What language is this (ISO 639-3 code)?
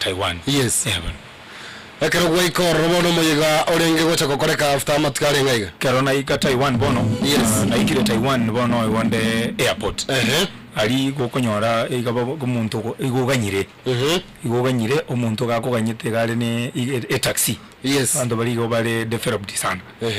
guz